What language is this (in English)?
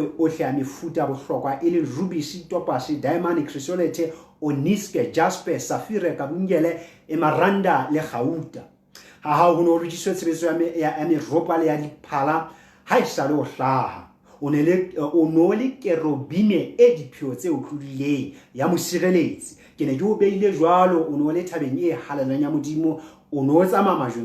Southern Sotho